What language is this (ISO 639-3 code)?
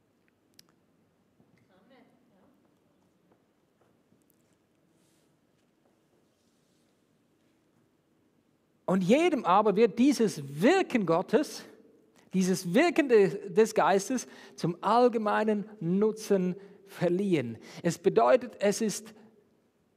deu